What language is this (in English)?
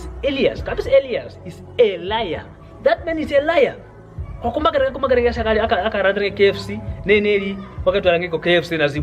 Kwangali